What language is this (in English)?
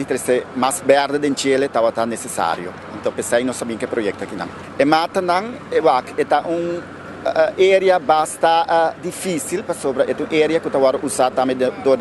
Papiamento